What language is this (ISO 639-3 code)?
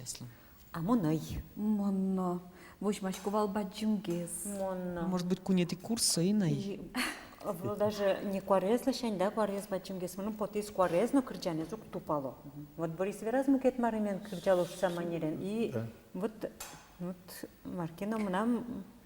udm